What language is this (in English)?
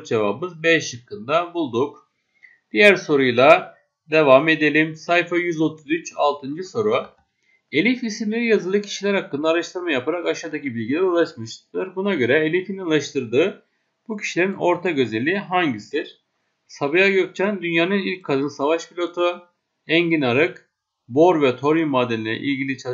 Turkish